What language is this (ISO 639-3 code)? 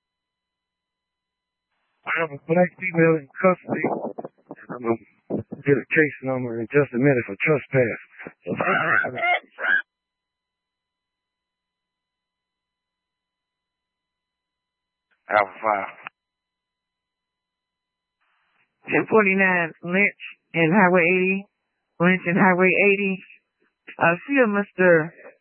eng